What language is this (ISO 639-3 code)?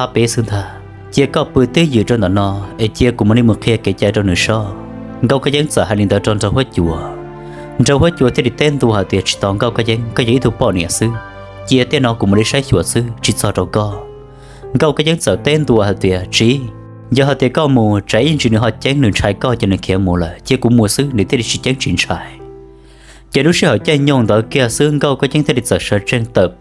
hmn